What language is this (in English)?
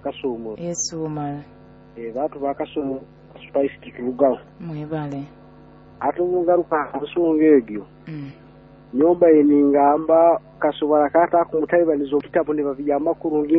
Nyoro